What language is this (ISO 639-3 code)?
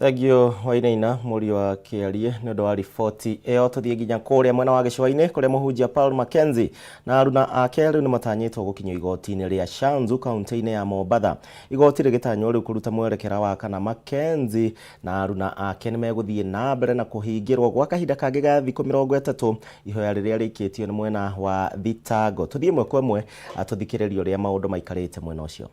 kik